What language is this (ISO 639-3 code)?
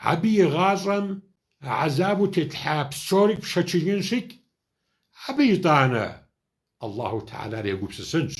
kbd